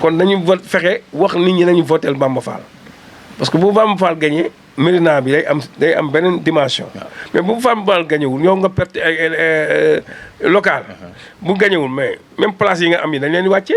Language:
Wolof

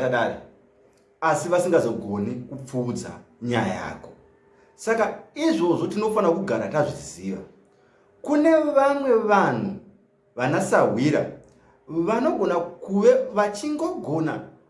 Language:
Shona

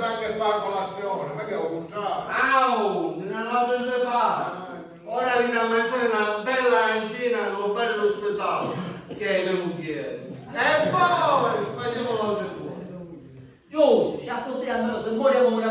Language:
Sicilian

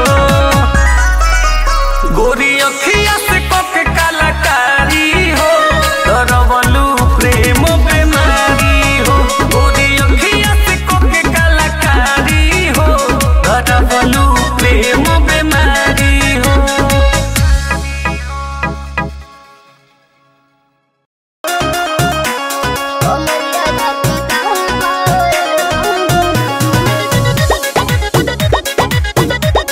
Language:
Bhojpuri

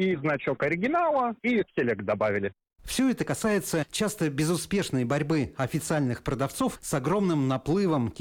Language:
Russian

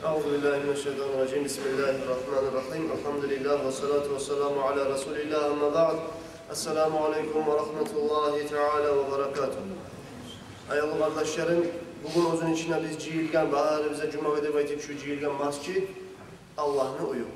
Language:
Kumyk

